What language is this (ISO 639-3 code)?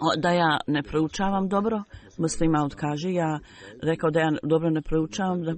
bos